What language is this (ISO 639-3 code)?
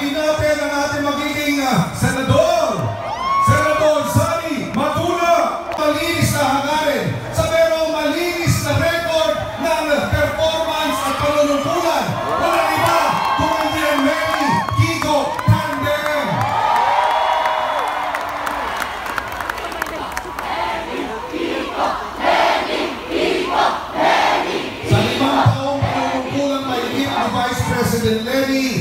fil